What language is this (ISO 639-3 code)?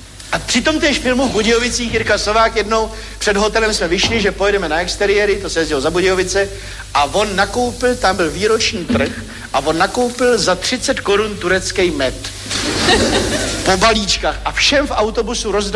ces